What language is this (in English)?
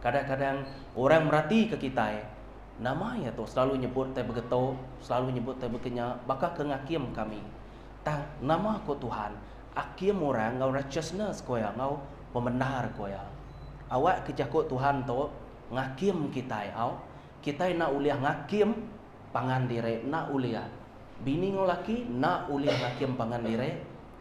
Iban